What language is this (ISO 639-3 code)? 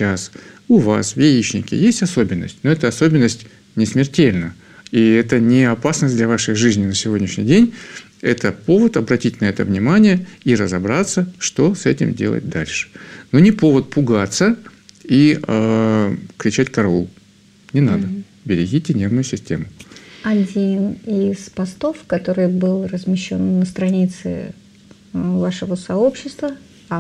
rus